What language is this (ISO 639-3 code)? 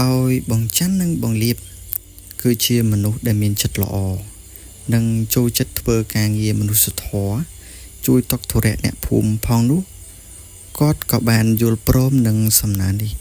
khm